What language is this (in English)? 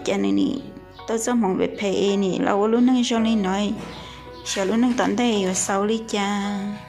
Hmong